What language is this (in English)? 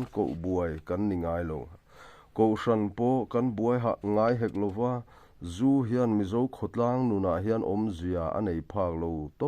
Mizo